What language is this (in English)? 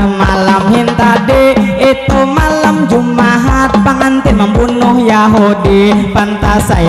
Banjar